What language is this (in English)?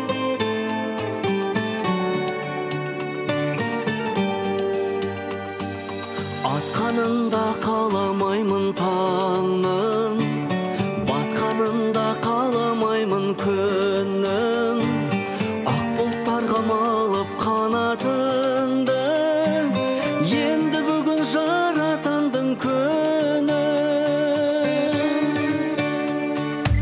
Kazakh